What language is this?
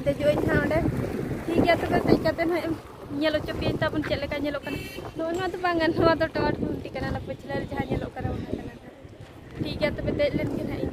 Santali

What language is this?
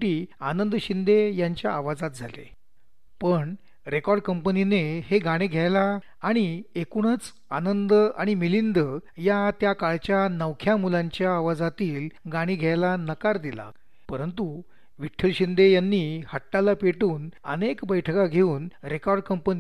Marathi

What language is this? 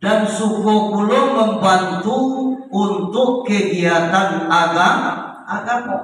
Minangkabau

